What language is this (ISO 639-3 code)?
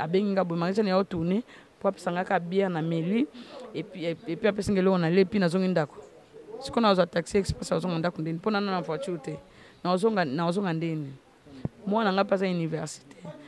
lin